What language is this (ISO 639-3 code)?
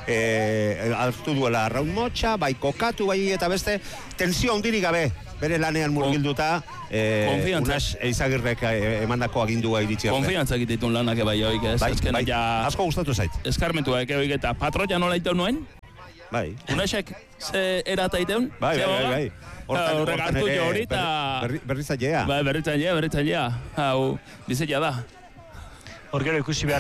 eus